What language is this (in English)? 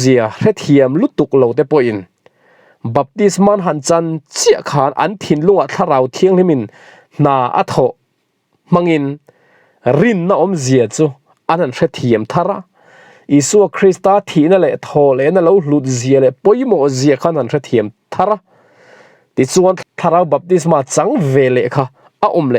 Mizo